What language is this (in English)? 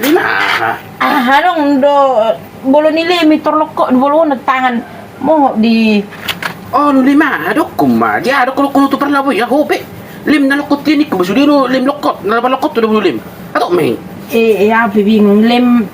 Batak Toba